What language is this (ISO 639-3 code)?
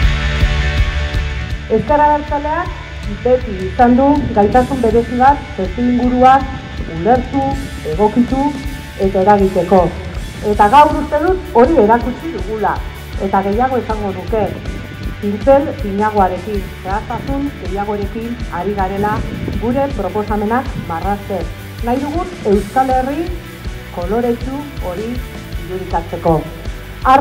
eus